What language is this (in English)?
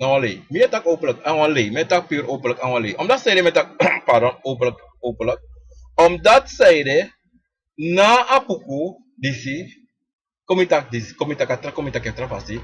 Sranan Tongo